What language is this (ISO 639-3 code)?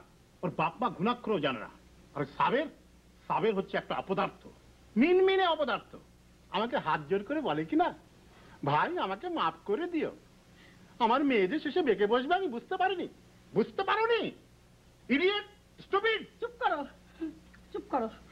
ben